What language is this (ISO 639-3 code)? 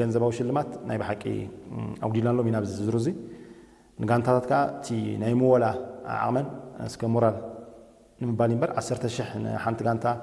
tir